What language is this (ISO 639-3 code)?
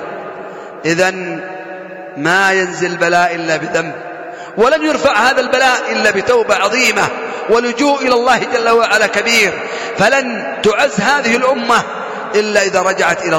ara